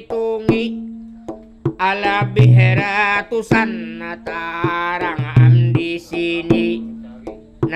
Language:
Banjar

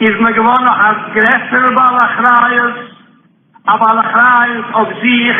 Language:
Yiddish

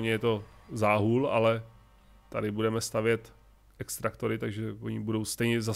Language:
Czech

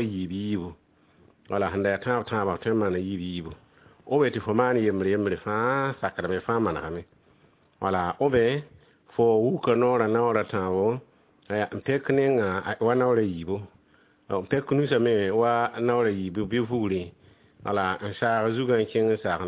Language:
Mossi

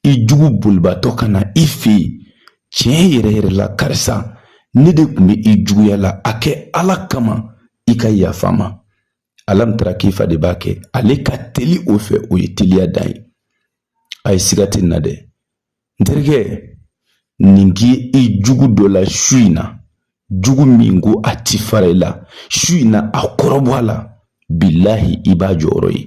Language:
Bambara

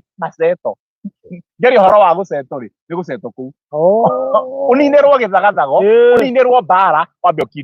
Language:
Kikuyu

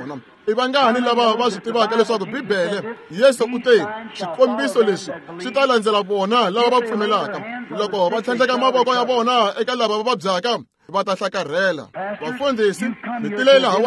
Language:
Tsonga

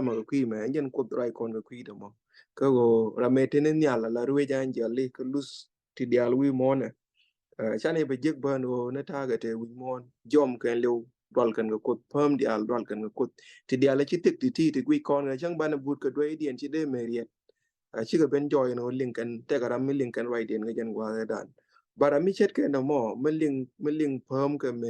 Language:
Nuer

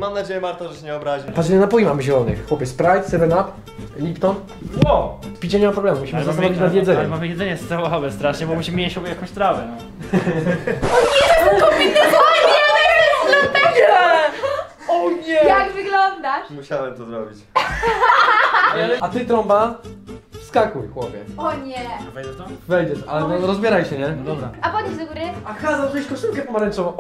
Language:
Polish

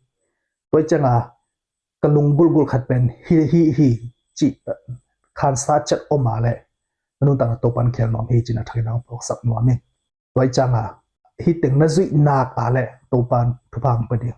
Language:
Tedim Chin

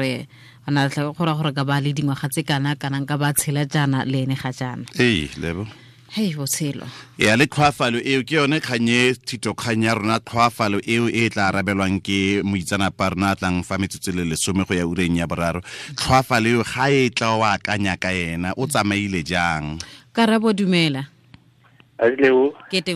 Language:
Tswana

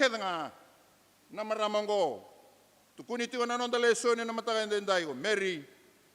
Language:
Fijian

